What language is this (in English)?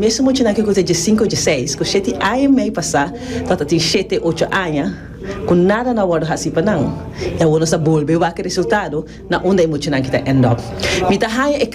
Papiamento